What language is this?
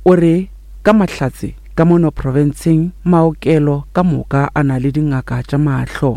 Northern Sotho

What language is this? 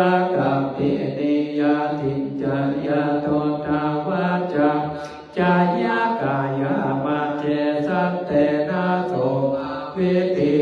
Pali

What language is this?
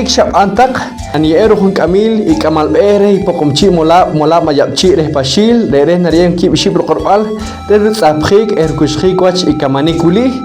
Poqomchi'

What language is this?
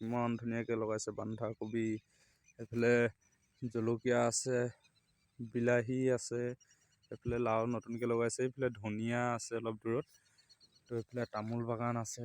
Assamese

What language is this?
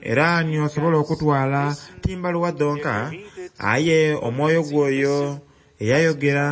Soga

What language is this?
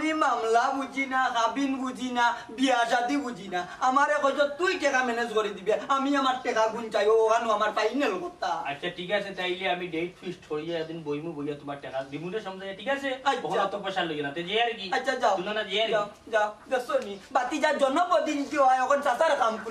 Sylheti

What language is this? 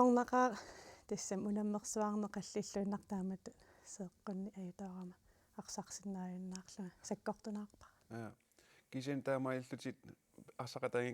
Kalaallisut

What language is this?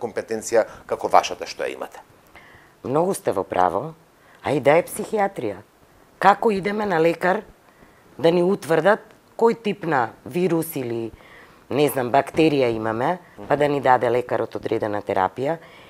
Macedonian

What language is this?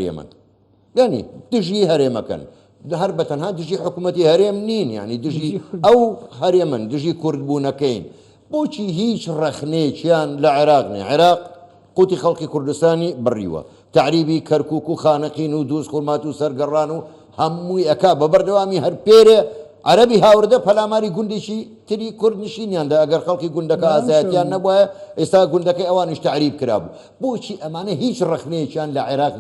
Central Kurdish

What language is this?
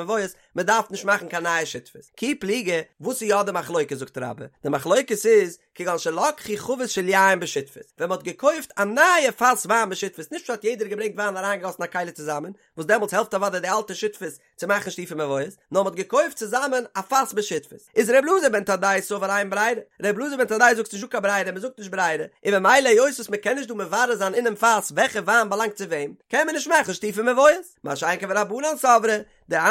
Yiddish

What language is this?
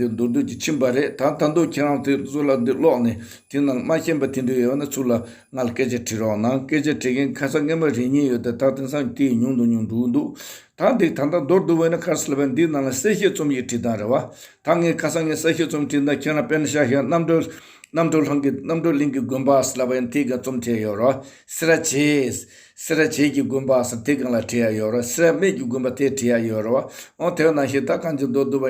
Tibetan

